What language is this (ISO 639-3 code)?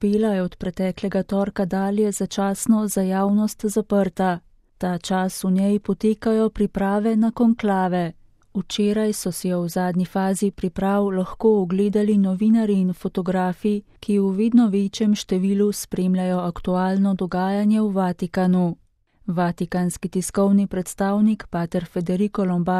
slv